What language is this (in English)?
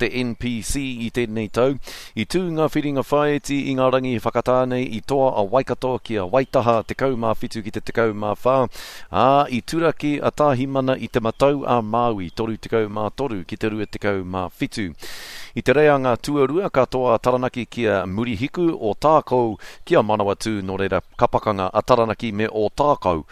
Māori